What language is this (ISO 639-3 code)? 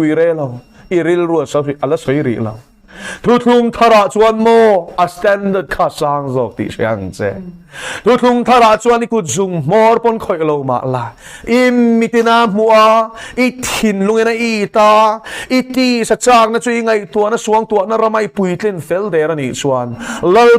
lus